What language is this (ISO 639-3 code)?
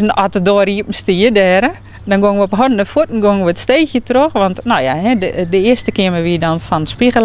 fry